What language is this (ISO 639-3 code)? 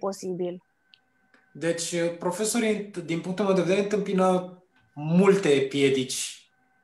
ron